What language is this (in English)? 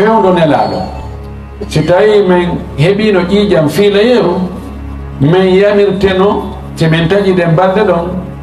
Fula